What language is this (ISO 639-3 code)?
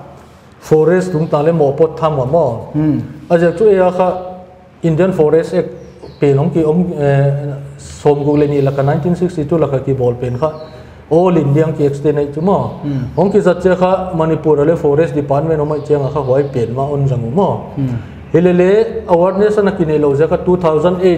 pck